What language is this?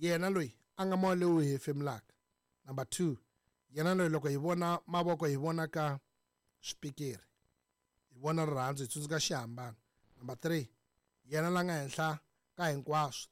Tsonga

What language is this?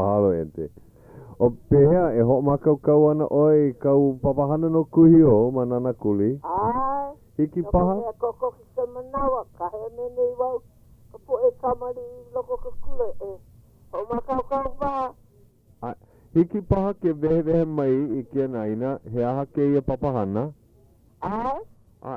Hawaiian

